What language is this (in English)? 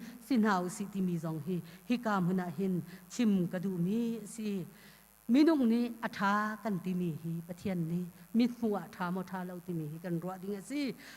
Hakha Chin